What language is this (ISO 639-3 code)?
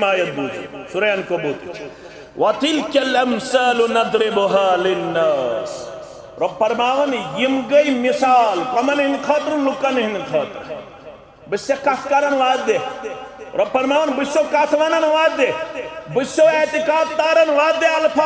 kas